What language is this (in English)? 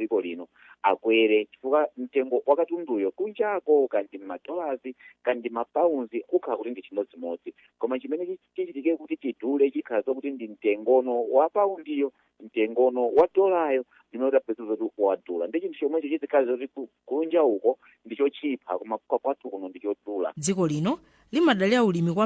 Nyanja